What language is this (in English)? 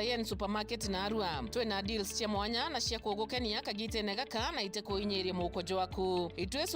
Meru